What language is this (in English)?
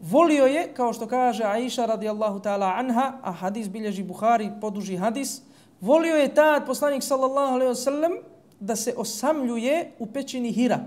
Bosnian